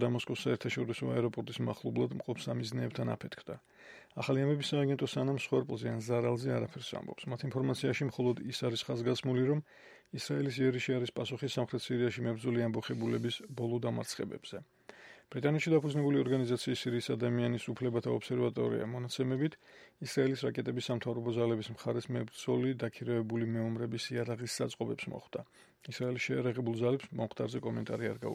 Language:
Georgian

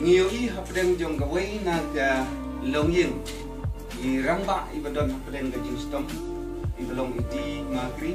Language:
Khasi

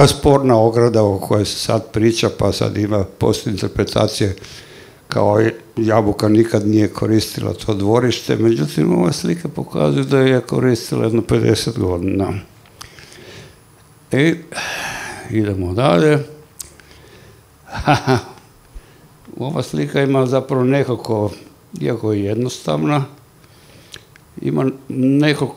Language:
Croatian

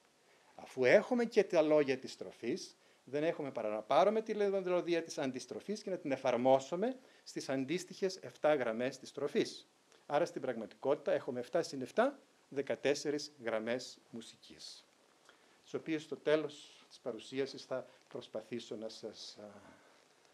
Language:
Greek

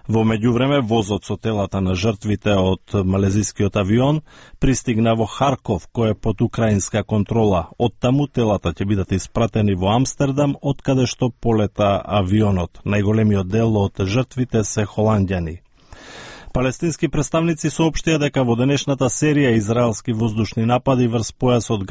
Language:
Macedonian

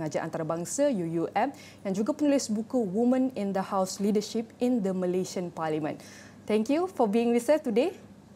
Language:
Malay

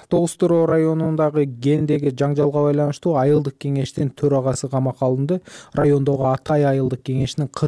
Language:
Kyrgyz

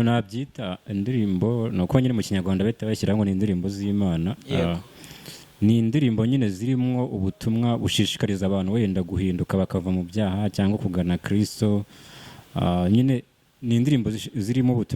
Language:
Kinyarwanda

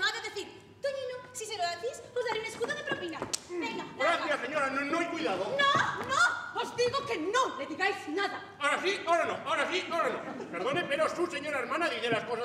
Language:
Spanish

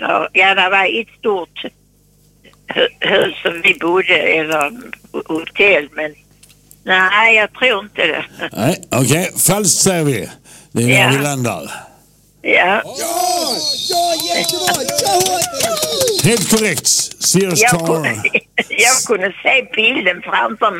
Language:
Swedish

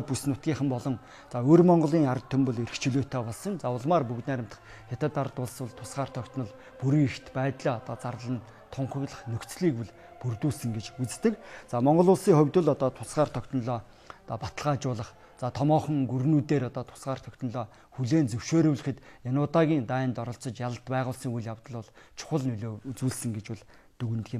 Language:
Mongolian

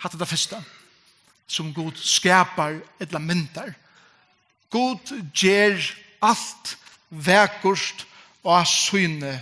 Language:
Faroese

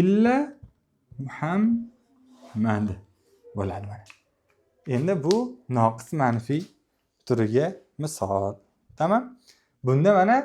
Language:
Uzbek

